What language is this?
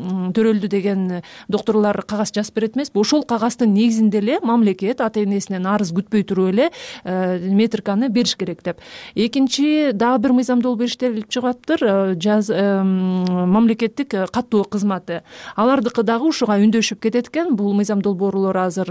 Kyrgyz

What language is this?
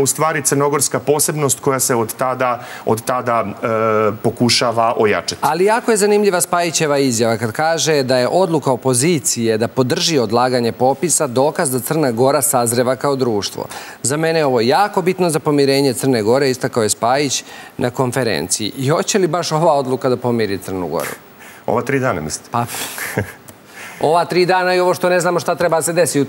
Serbian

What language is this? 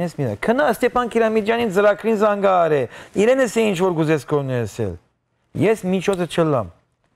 Western Armenian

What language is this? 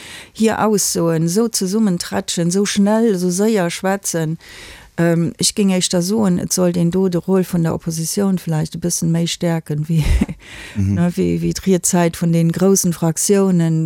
Luxembourgish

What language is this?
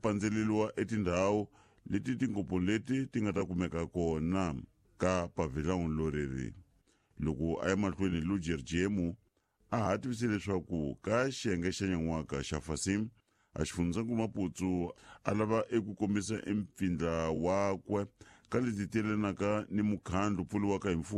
Tsonga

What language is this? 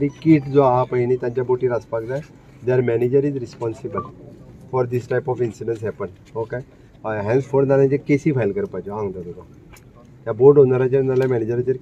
Konkani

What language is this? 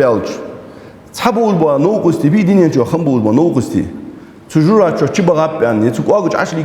Ingush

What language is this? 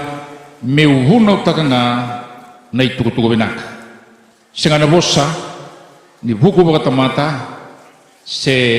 Fijian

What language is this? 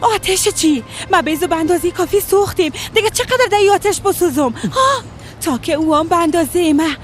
Persian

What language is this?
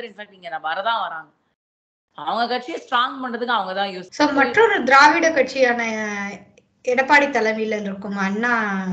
Tamil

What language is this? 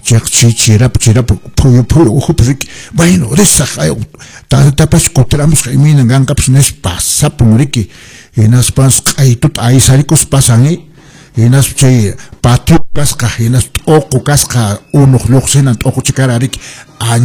Quechua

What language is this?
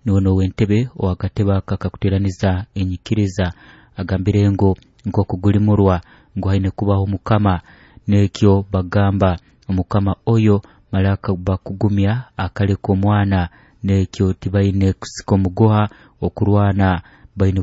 Nyoro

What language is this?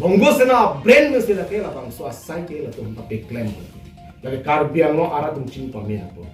Karbi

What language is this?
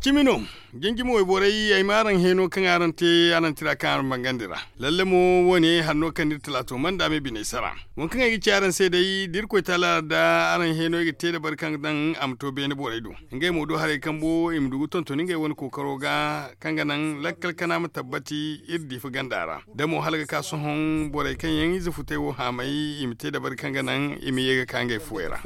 Zarma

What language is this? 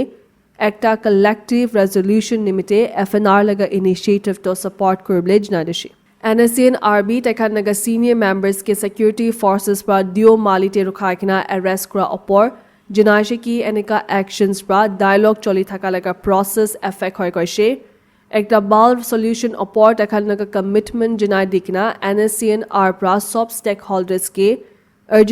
Naga Pidgin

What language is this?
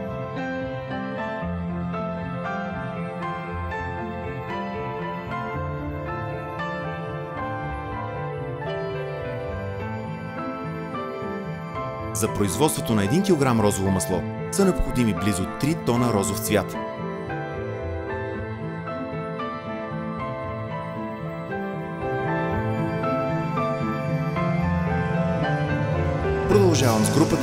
Bulgarian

